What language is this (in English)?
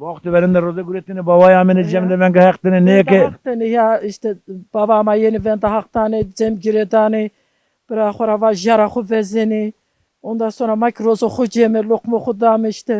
Zaza